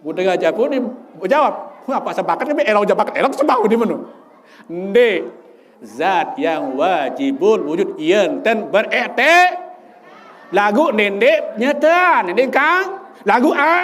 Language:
Sasak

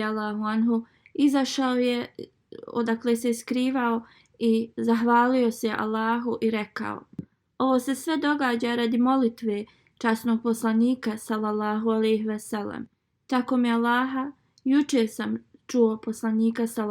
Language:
Bosnian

